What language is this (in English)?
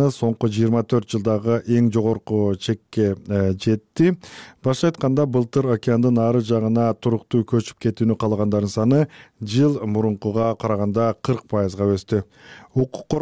Kyrgyz